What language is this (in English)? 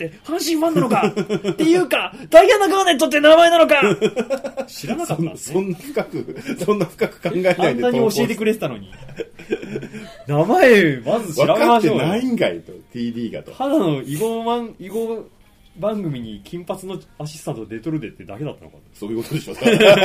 Japanese